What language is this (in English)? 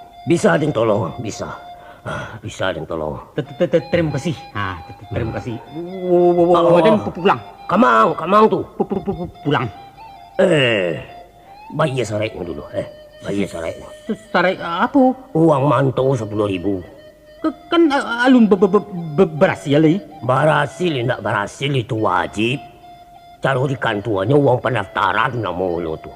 Minangkabau